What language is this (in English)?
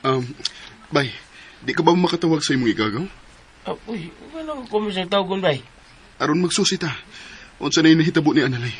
Cebuano